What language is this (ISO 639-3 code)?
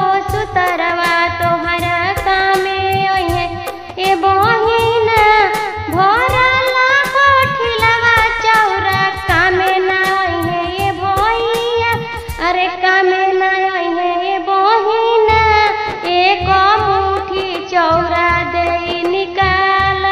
bho